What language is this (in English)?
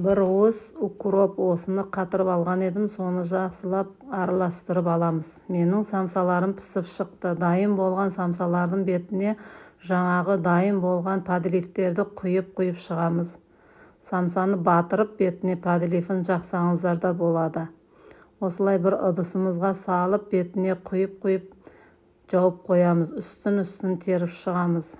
Kazakh